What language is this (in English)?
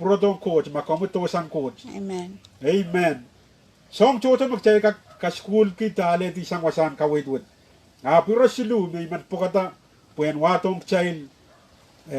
Pohnpeian